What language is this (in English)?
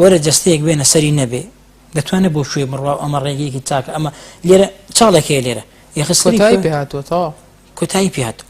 Central Kurdish